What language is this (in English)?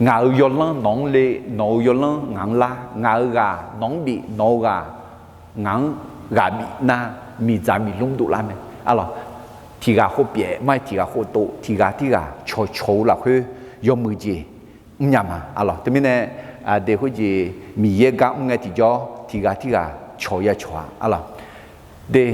Akha